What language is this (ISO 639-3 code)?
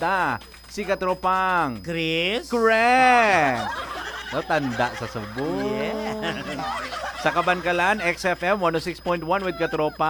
hil